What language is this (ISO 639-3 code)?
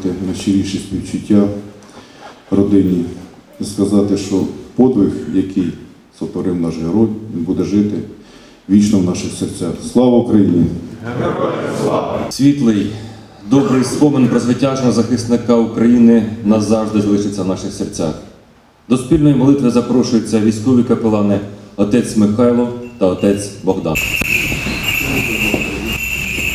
ukr